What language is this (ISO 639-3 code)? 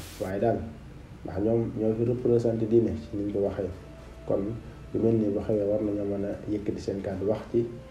wol